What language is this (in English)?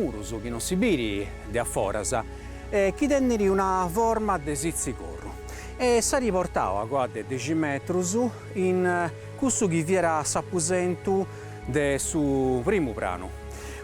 Sardinian